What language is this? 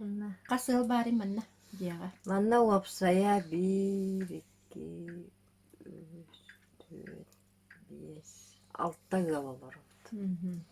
Yakut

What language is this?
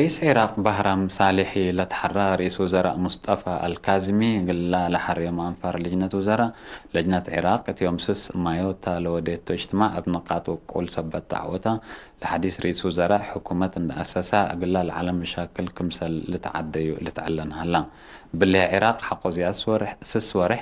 Tigre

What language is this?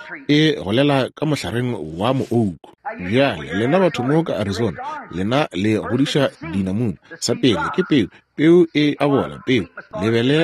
Northern Sotho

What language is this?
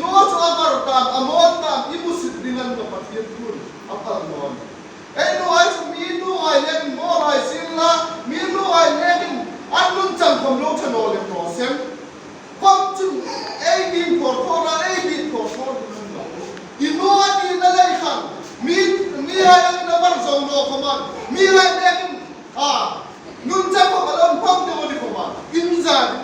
Hmar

